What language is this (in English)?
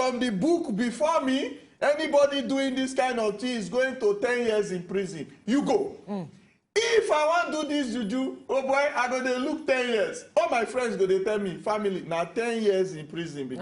Nigerian Pidgin